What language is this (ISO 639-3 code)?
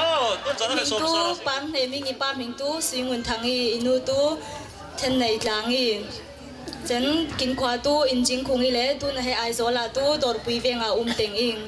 cfm